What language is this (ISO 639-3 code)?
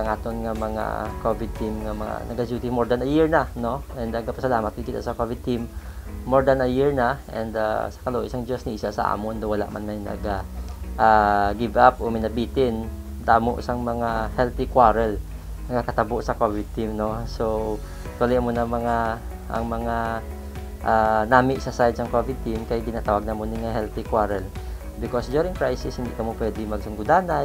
hil